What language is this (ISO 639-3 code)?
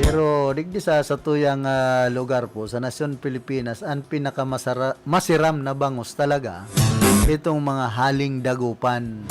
bik